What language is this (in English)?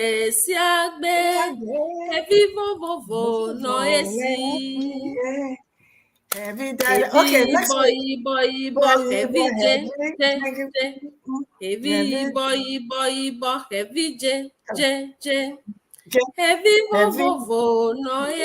Ewe